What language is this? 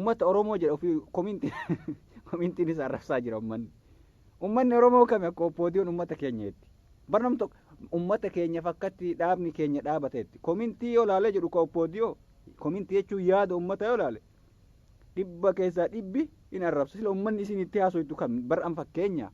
Oromo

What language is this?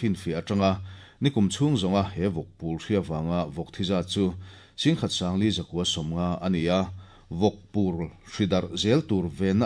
Mizo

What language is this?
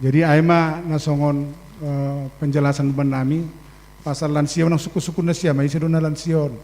Batak Simalungun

